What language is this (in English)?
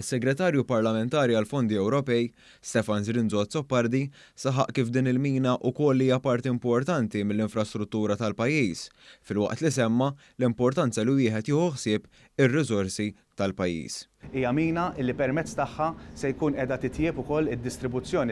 Maltese